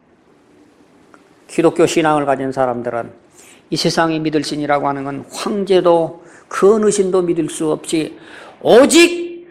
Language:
Korean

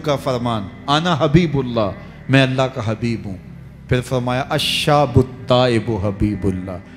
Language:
Urdu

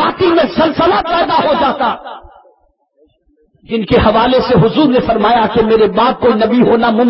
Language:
Urdu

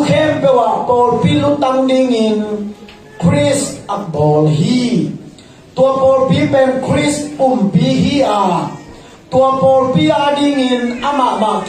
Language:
Tedim Chin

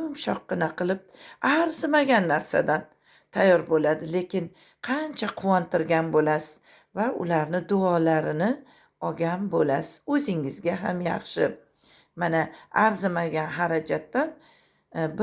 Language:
Uzbek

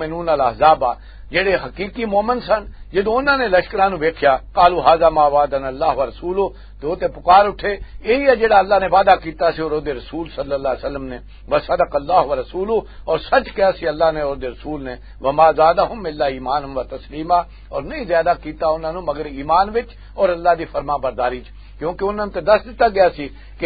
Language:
Western Panjabi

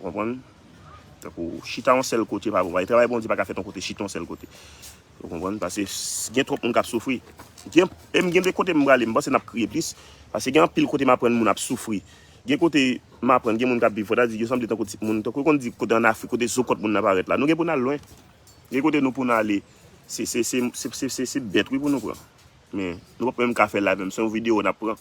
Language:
Haitian Creole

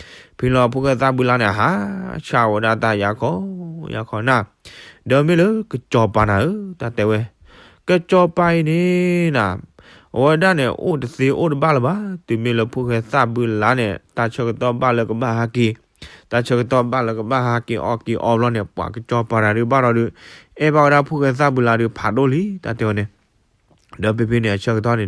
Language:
S'gaw Karen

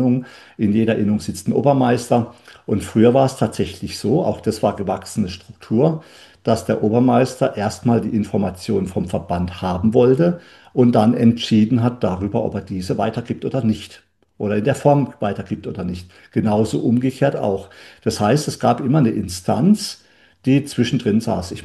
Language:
German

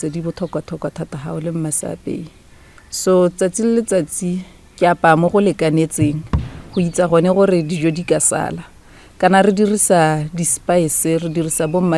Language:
Tswana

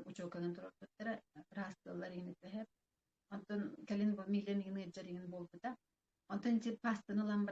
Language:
Yakut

